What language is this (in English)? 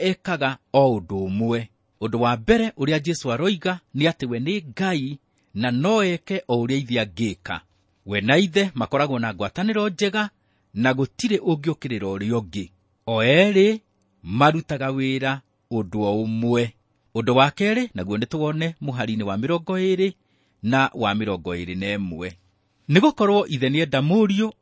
Kikuyu